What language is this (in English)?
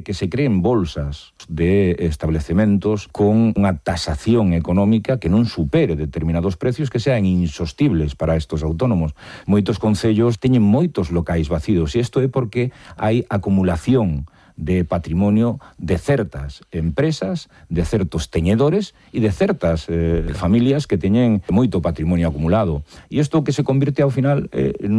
Galician